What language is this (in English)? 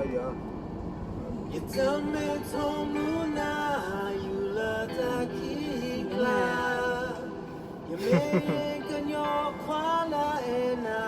S'gaw Karen